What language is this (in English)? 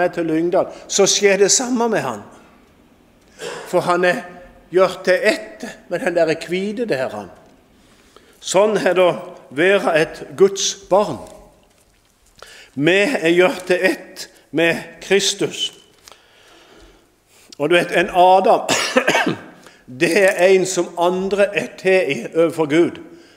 Norwegian